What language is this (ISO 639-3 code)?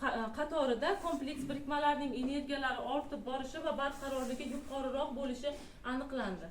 uzb